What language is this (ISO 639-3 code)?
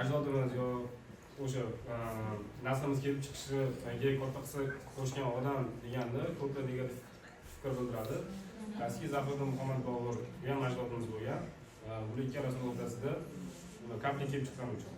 uzb